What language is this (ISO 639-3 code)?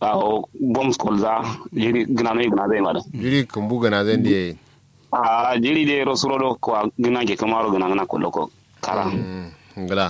kau